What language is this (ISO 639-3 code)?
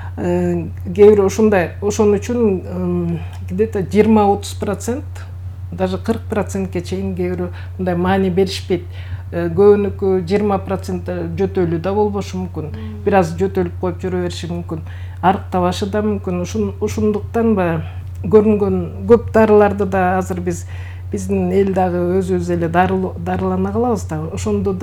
kir